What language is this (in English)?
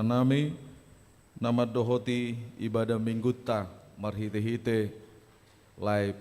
Batak Toba